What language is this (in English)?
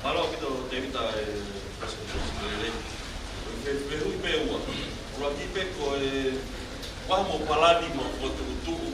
Tongan